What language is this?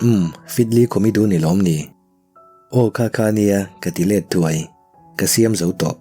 Mizo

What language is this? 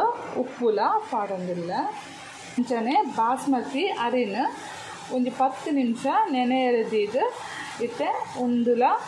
Tulu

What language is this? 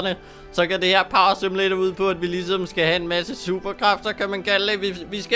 Danish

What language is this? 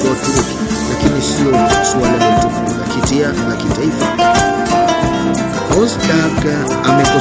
Swahili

